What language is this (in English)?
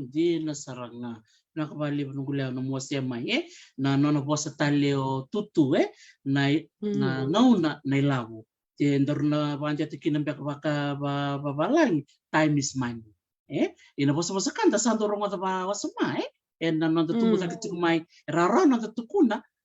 Fijian